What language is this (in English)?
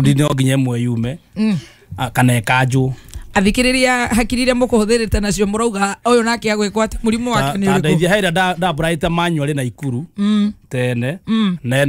Kikuyu